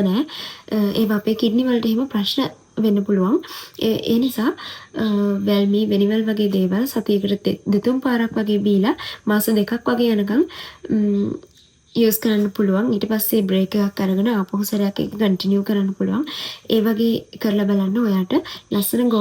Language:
Sinhala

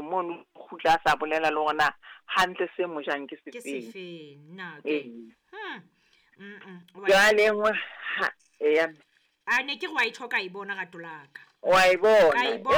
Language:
Southern Sotho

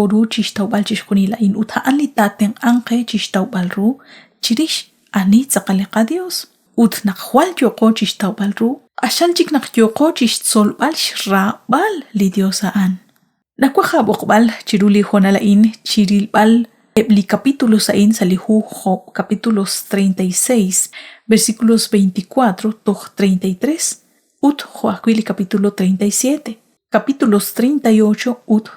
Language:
Kekchí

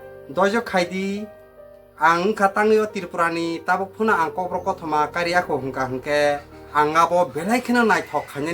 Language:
Kok Borok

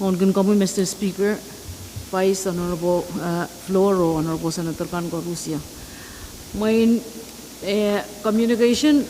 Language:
Pohnpeian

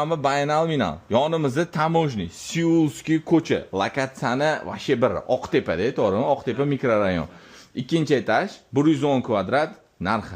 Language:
Uzbek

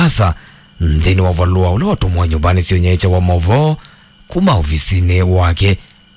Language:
Kamba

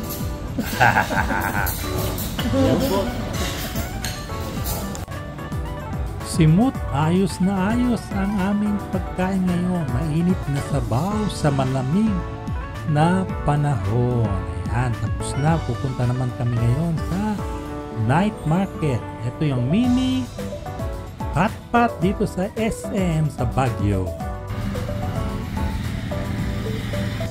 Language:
Filipino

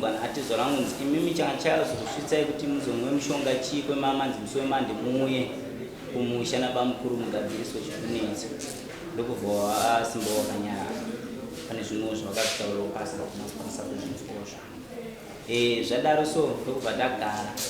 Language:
Shona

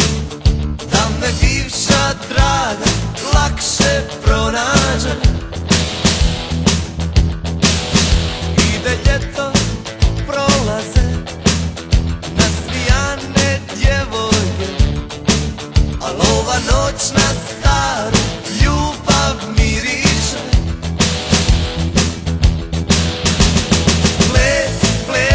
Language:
Croatian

